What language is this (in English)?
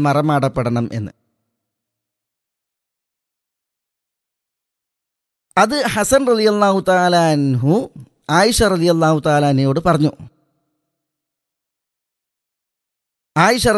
Malayalam